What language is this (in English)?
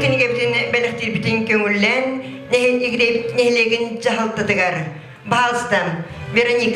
Yakut